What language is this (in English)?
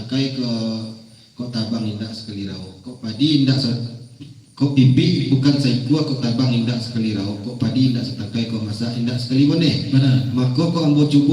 Minangkabau